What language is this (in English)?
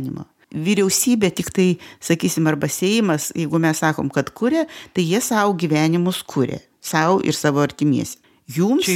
Lithuanian